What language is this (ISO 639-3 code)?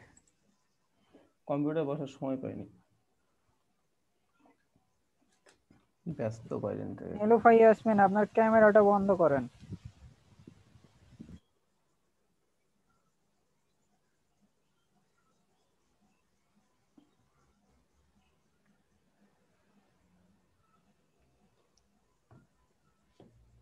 ben